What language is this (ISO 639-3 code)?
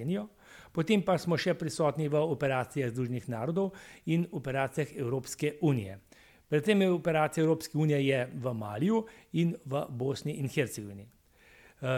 slv